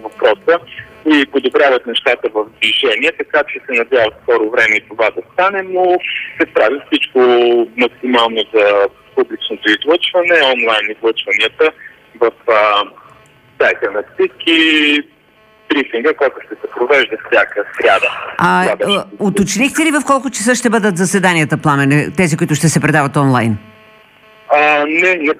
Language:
Bulgarian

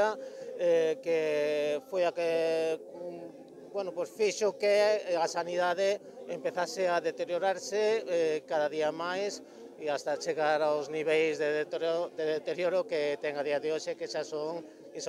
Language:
Galician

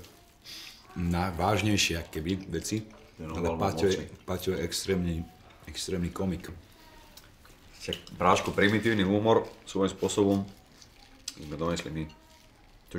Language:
Slovak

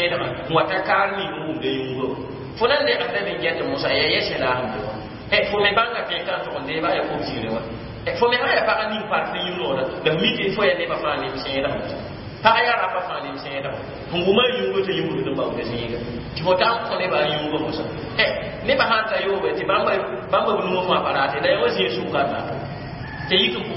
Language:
Mossi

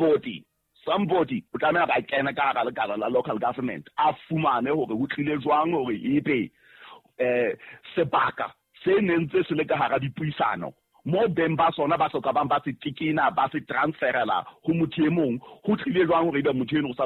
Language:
Southern Sotho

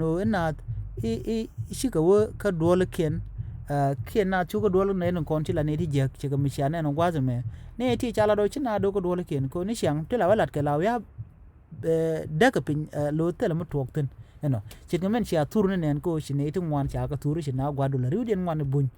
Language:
Nuer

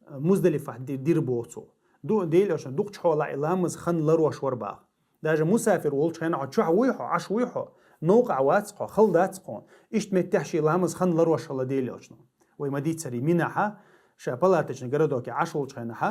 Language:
Chechen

